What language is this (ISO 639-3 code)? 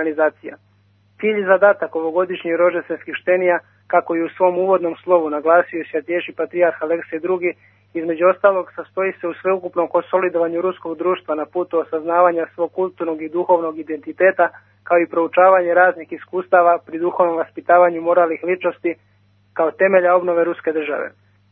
srp